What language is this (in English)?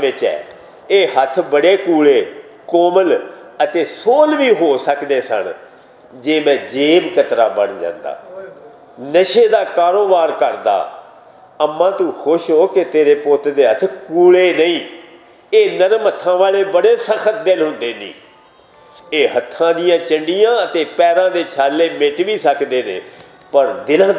Western Panjabi